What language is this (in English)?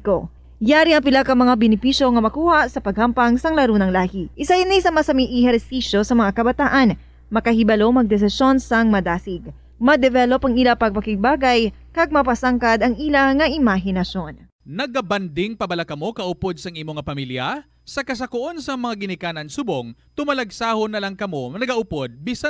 Hiligaynon